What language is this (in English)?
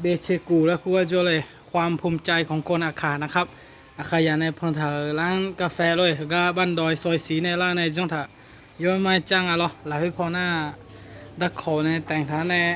Akha